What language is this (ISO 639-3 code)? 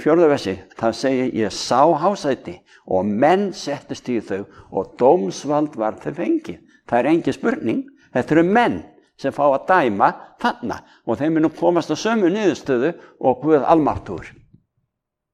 isl